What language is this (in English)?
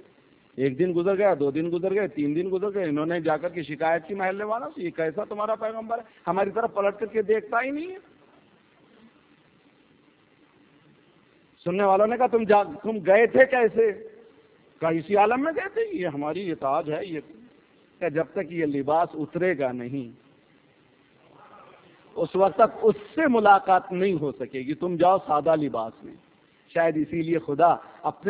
Urdu